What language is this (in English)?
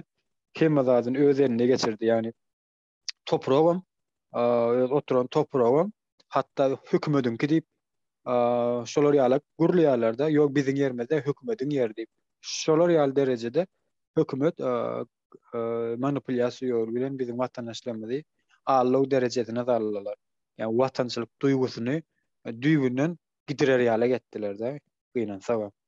Turkmen